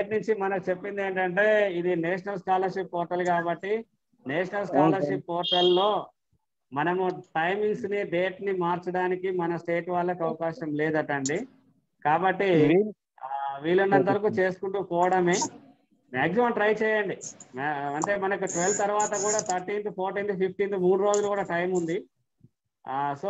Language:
Telugu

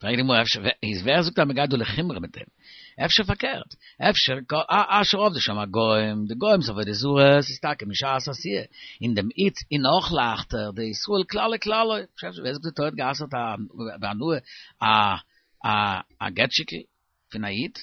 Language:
Yiddish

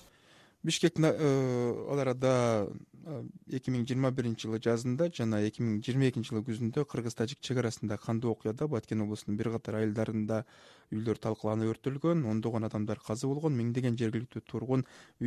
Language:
Kyrgyz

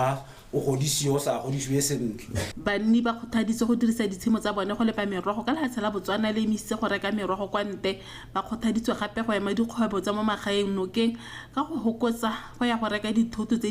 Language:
Tswana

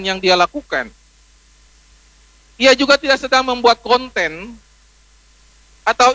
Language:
Indonesian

